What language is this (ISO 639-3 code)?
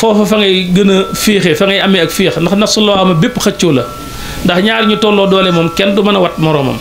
wol